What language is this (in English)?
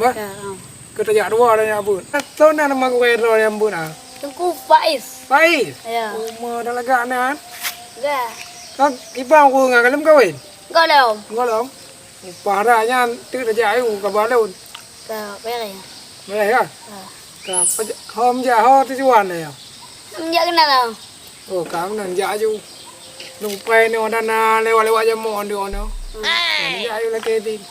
Achinese